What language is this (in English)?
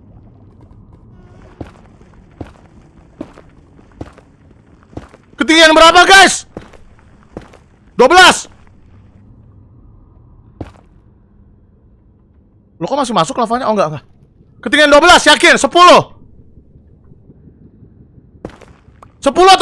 Indonesian